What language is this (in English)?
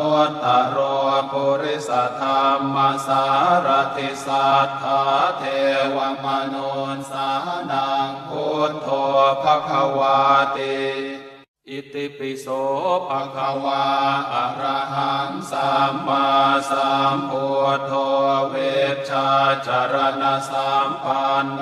Pali